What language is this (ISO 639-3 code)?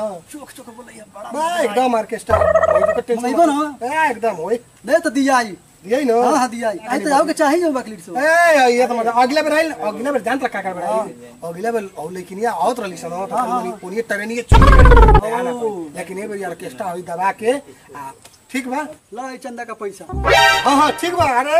bho